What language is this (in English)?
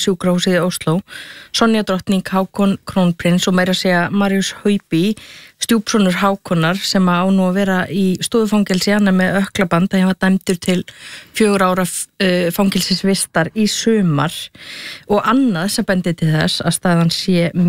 Icelandic